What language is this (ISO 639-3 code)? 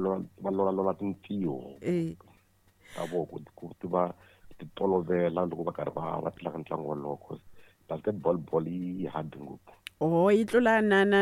tso